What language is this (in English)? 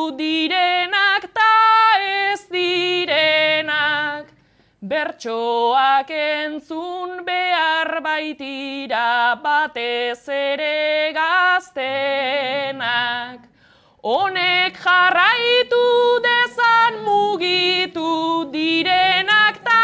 Basque